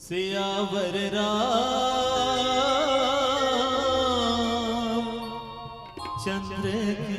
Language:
Chhattisgarhi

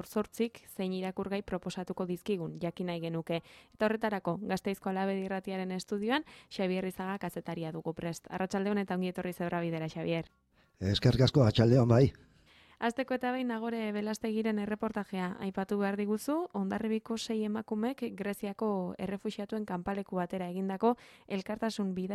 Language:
Basque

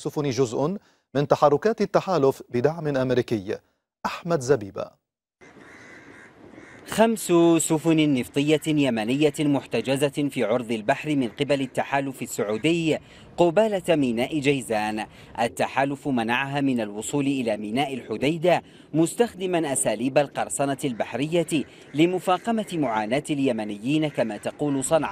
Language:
Arabic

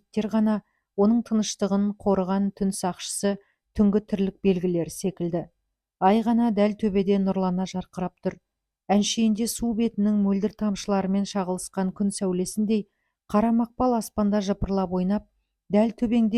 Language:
Kazakh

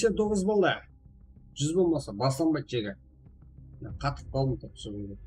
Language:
Kara-Kalpak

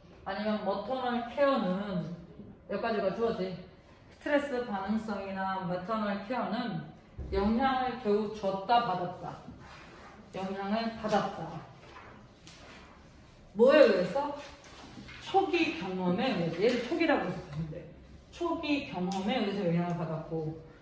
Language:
Korean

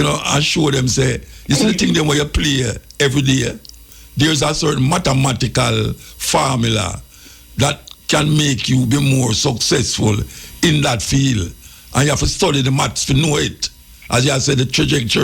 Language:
Jamaican Creole English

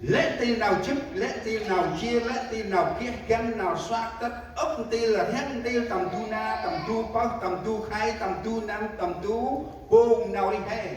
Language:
Central Mnong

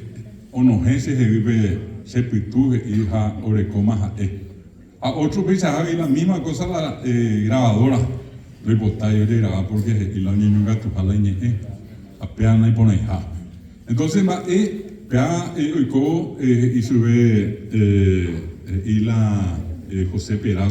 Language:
Guarani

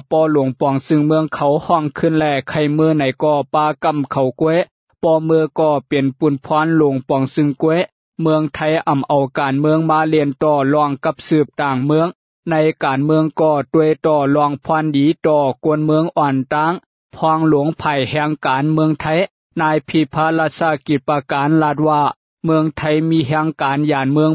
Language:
Lao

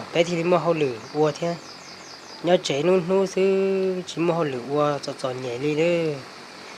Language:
Hmong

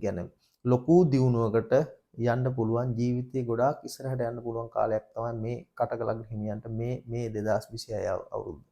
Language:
Sinhala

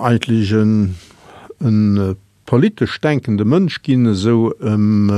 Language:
Luxembourgish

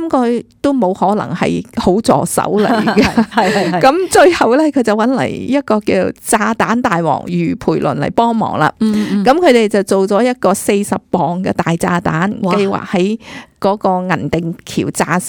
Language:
Cantonese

